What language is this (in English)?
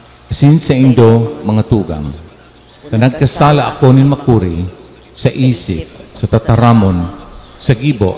Bikol